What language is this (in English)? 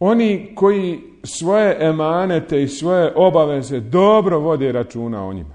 Bosnian